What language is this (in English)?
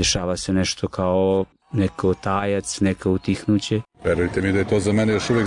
Bosnian